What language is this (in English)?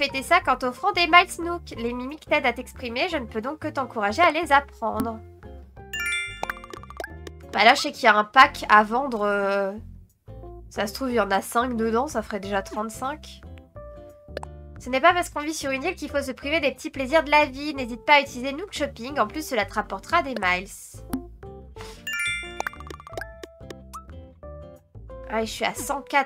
French